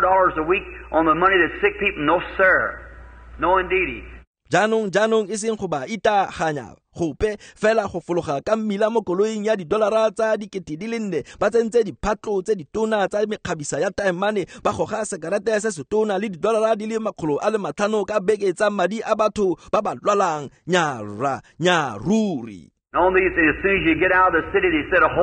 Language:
Tswana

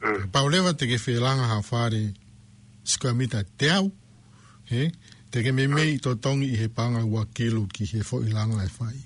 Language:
Tongan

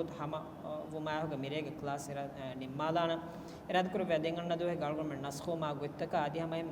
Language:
Divehi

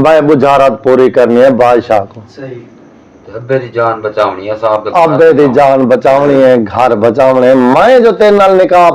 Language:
Saraiki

